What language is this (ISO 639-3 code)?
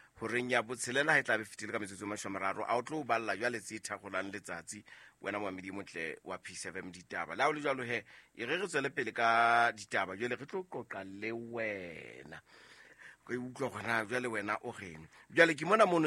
sot